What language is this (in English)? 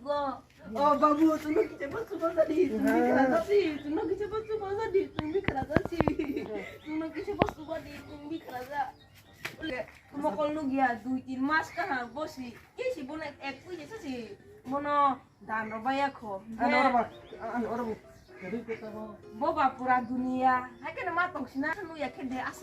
Kok Borok